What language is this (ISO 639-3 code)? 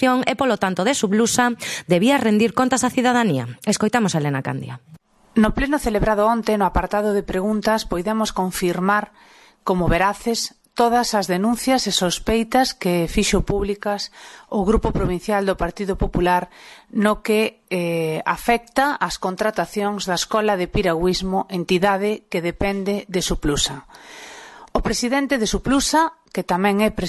glg